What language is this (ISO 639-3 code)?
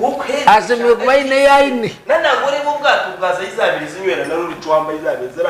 nyn